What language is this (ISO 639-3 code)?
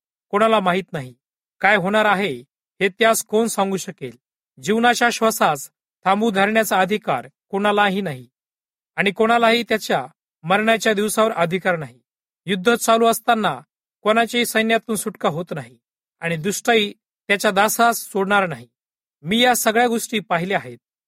mar